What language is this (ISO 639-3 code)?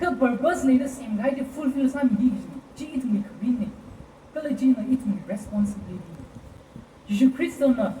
nmf